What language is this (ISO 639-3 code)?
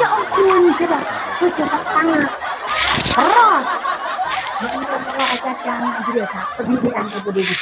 mad